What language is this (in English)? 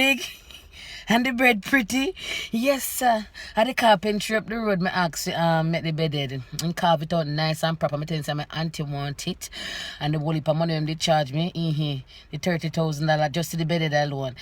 Jamaican Creole English